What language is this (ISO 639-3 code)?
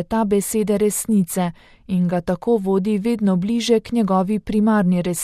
slv